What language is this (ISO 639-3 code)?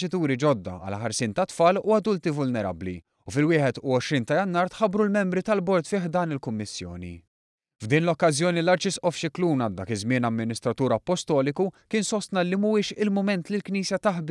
mlt